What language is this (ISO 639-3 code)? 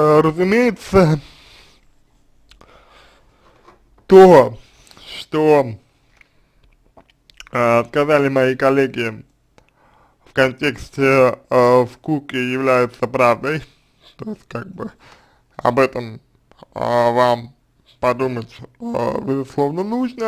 rus